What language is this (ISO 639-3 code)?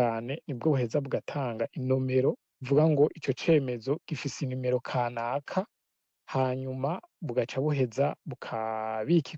run